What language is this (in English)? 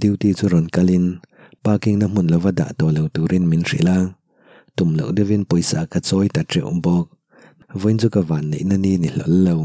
Mizo